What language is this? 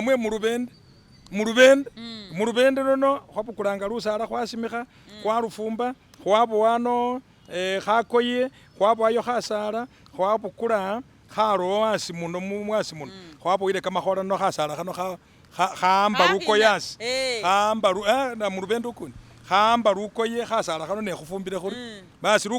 Masaaba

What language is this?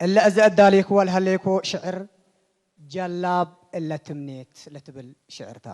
Tigre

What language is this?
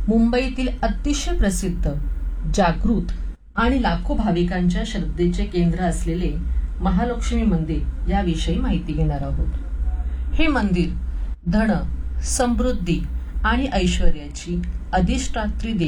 Marathi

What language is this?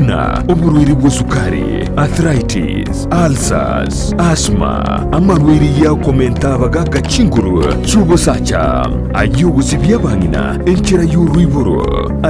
Gusii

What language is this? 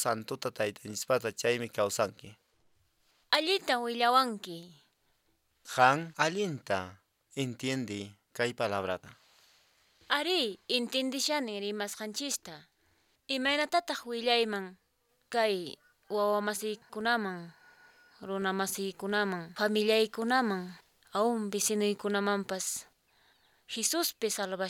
Quechua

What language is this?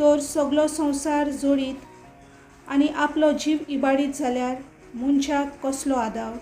Konkani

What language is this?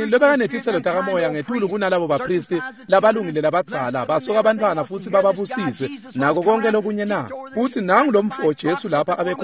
Swati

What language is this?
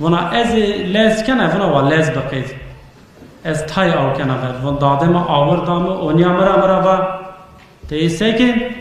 Zaza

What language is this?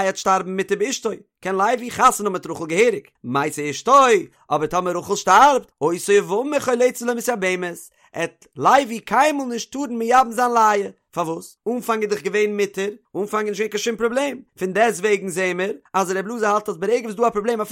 Yiddish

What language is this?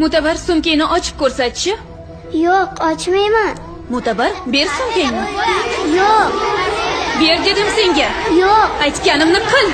Uzbek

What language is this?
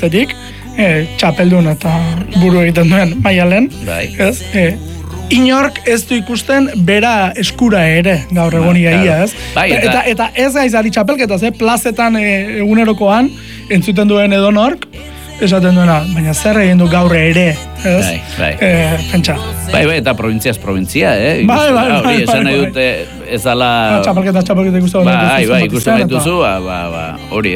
Basque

